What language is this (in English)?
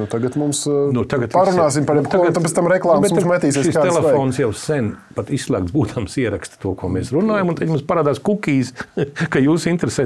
Latvian